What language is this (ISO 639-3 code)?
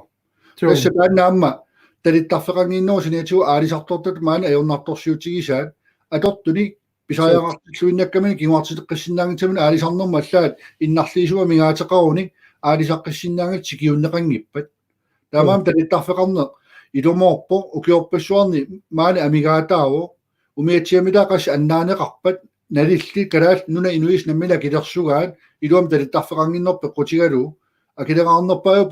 kal